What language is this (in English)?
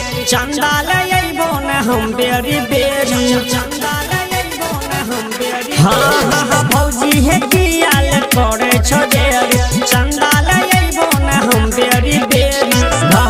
Maithili